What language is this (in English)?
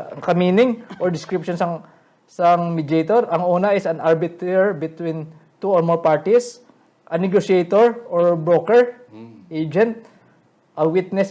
Hiligaynon